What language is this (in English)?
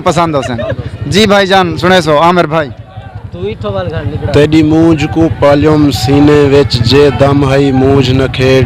Saraiki